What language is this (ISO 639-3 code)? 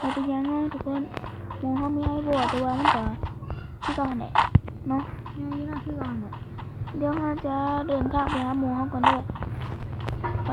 lao